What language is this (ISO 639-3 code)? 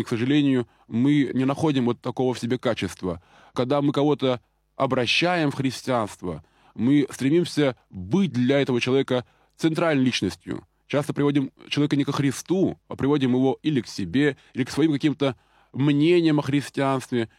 rus